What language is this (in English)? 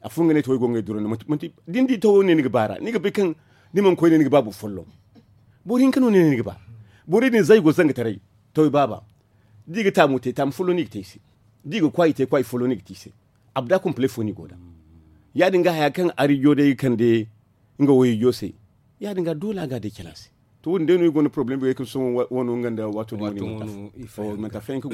Zarma